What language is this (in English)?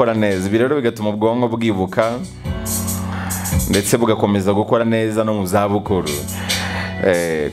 Kinyarwanda